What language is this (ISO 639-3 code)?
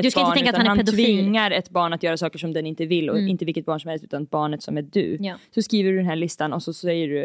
swe